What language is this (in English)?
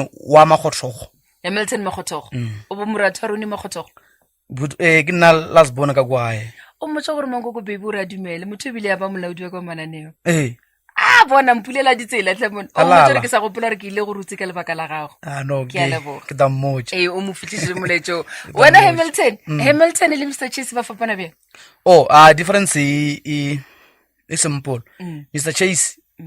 Northern Sotho